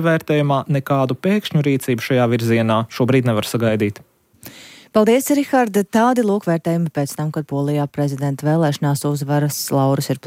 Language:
Latvian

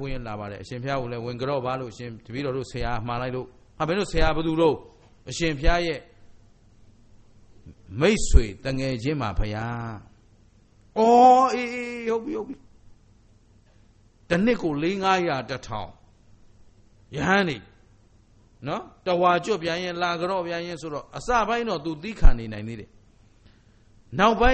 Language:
Burmese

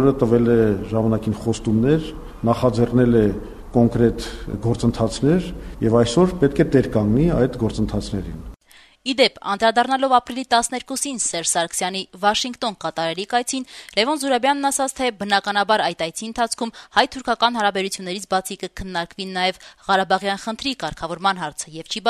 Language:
Armenian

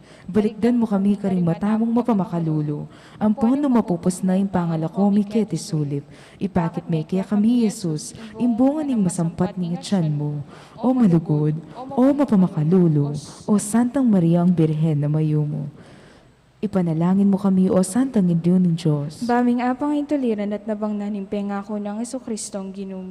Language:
Pampanga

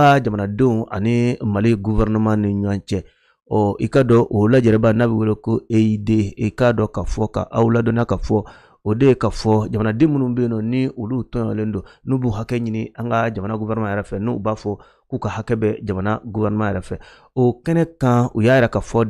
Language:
Bambara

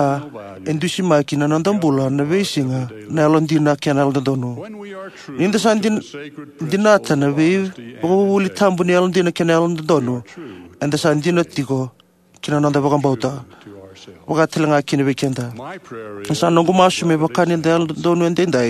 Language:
Fijian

